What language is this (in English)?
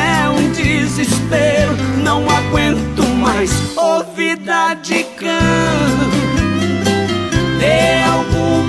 Portuguese